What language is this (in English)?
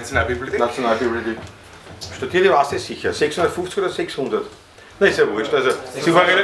Bavarian